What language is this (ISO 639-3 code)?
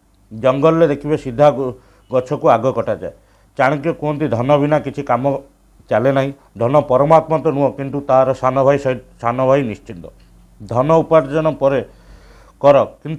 ori